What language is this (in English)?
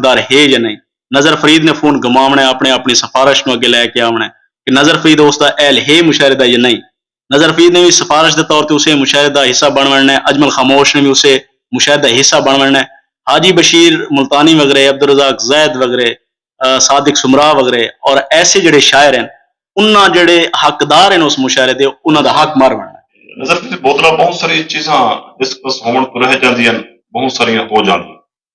Saraiki